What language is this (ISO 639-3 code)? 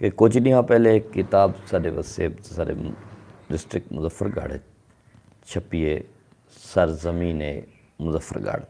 skr